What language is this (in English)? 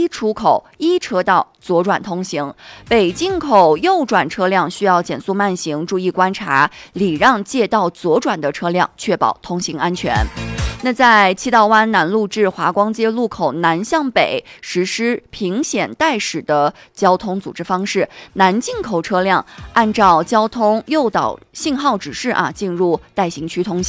Chinese